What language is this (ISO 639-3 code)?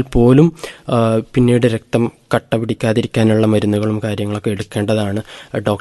mal